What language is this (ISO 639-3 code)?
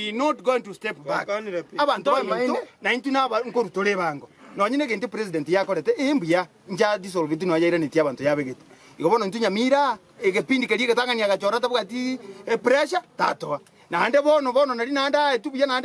guz